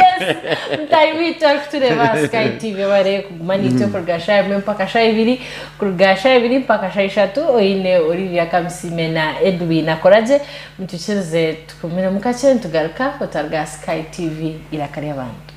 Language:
Nyankole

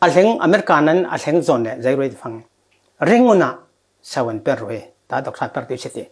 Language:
Falam Chin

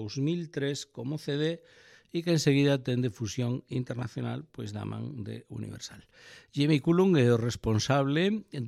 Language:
Galician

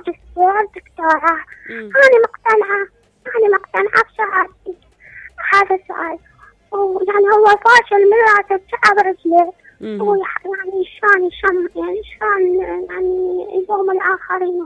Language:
Mesopotamian Arabic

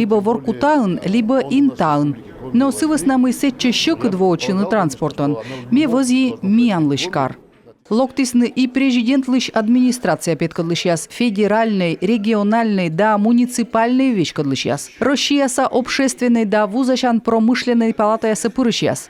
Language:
Komi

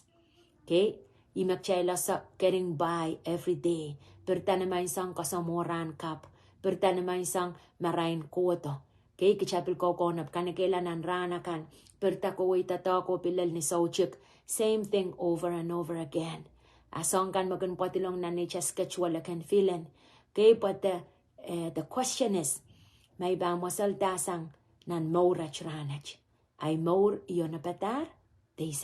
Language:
Pohnpeian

